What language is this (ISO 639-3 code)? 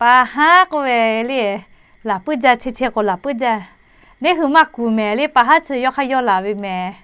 lhu